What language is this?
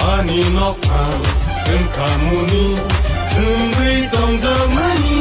Kok Borok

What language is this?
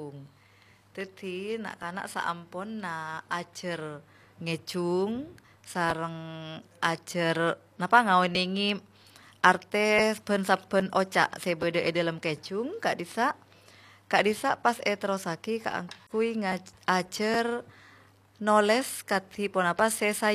Madurese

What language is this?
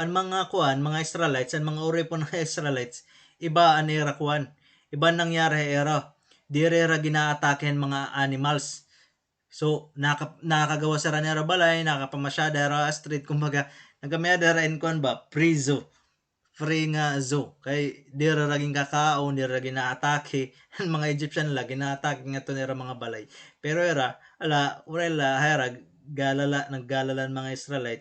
Waray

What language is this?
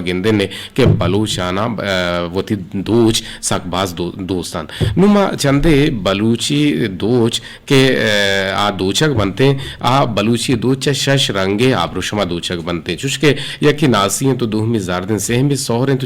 Eastern Balochi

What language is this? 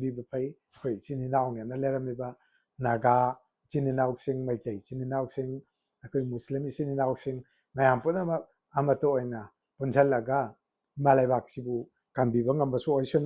Manipuri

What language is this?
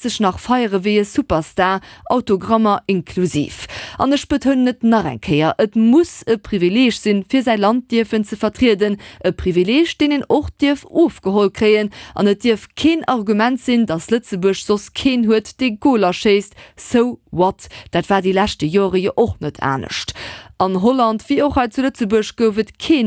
Luxembourgish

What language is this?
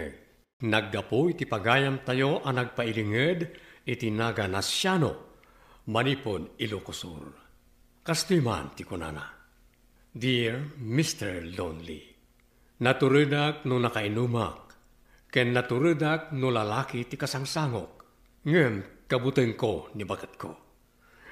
Iloko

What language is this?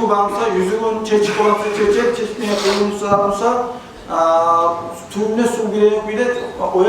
Kumyk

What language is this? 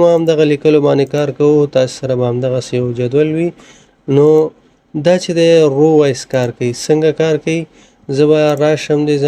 Pashto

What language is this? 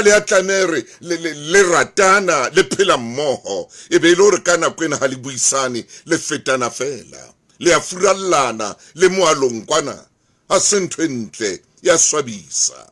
Southern Sotho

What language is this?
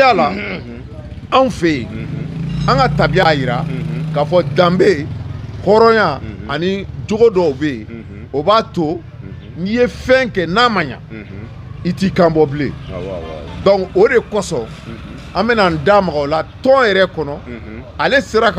Bambara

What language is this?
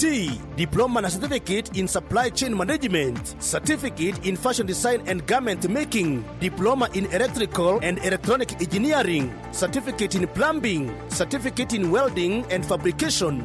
Meru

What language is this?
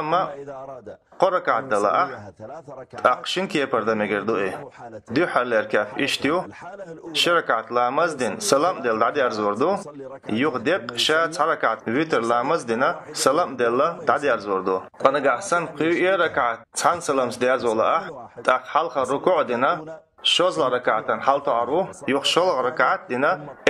Chechen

